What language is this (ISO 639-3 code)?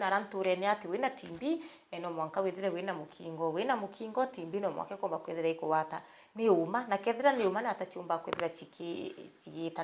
mer